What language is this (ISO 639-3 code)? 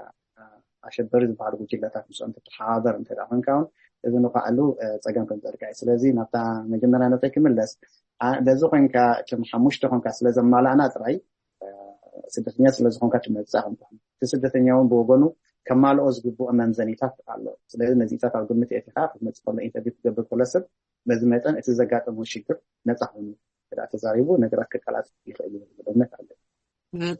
tir